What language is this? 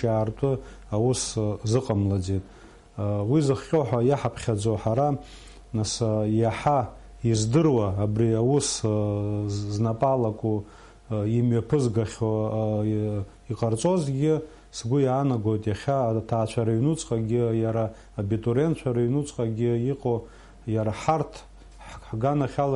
Abkhazian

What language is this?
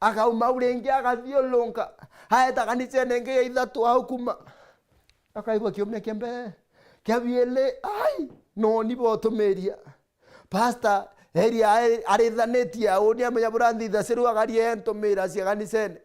Meru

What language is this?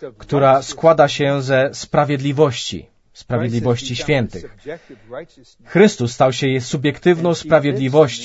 Polish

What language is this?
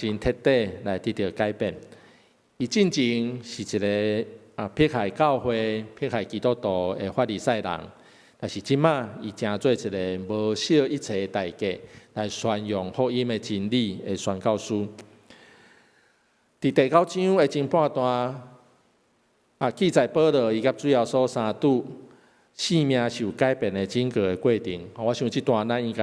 Min Nan Chinese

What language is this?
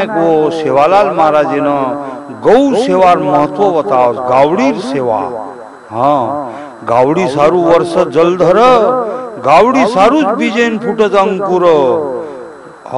Lambadi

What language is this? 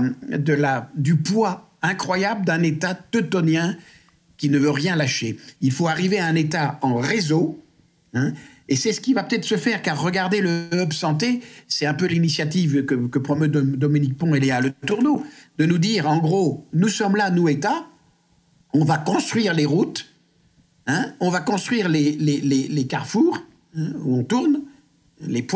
French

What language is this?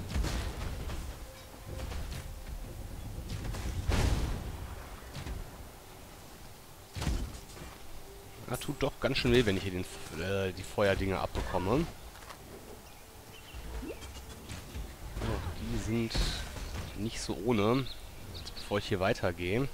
German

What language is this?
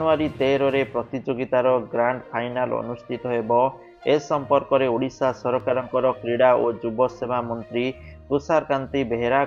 Odia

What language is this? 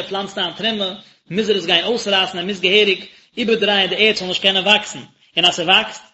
Yiddish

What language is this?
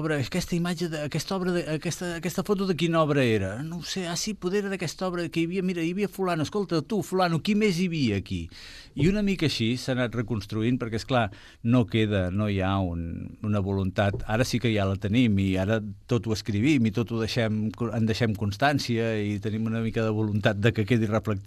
Catalan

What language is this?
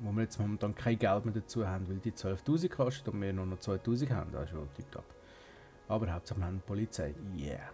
Swiss German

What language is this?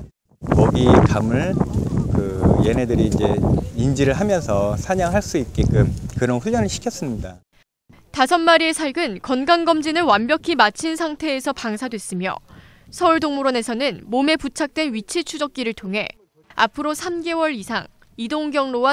Korean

